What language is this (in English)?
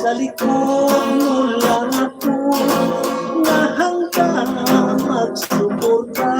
Hiligaynon